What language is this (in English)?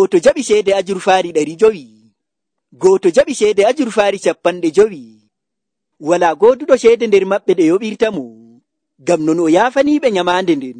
Nigerian Fulfulde